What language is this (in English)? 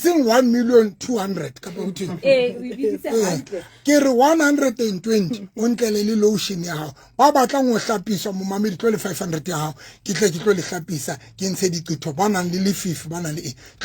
Southern Sotho